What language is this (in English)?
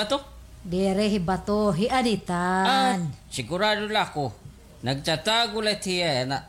Waray